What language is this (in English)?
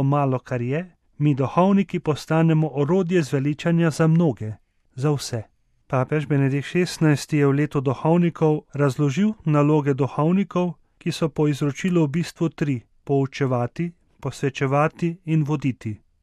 Slovenian